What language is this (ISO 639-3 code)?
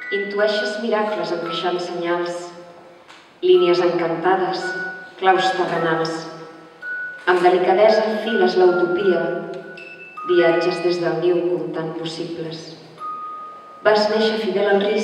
cat